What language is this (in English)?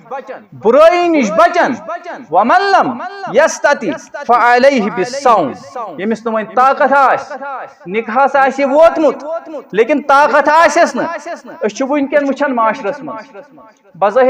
Kashmiri